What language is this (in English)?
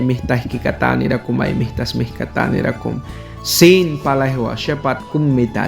Mískito